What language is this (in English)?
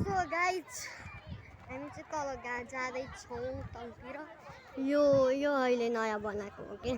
Nepali